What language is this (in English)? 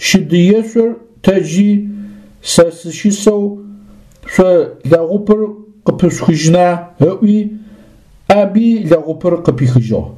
Adyghe